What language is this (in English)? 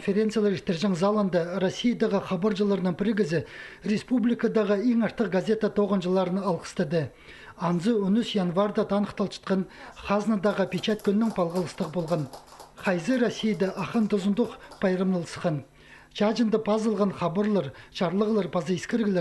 Khakas